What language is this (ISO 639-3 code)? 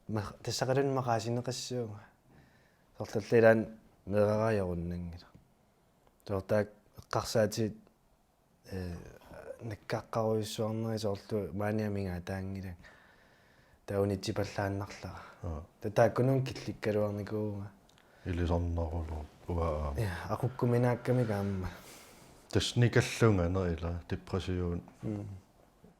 kal